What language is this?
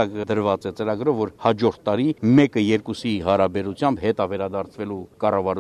Armenian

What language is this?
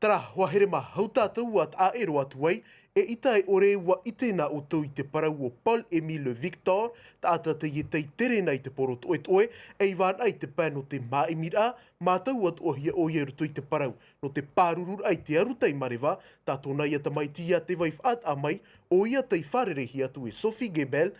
Tahitian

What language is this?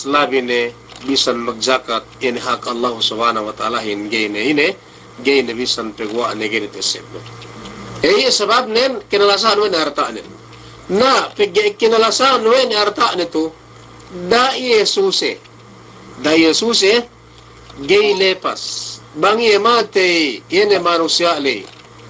Yakan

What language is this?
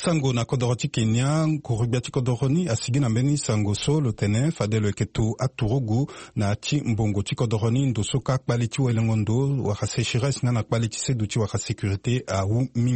Sango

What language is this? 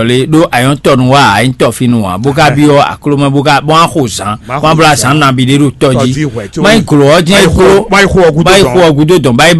Fon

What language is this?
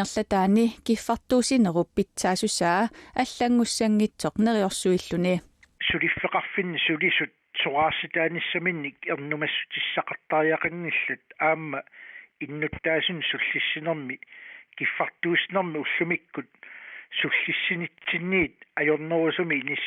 Kalaallisut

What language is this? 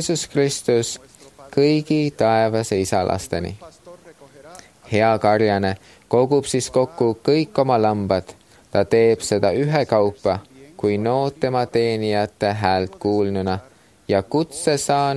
Estonian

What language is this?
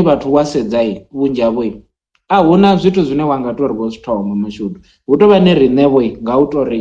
Venda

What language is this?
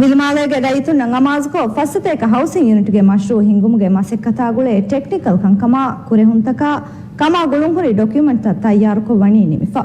Divehi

